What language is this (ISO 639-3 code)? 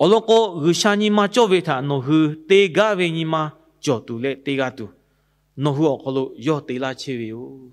lhu